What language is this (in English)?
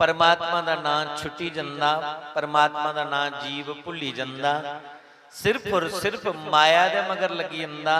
Dogri